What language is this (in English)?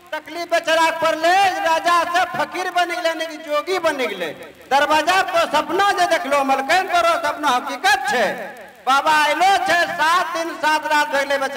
Maithili